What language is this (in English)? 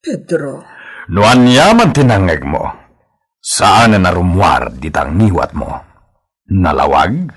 Iloko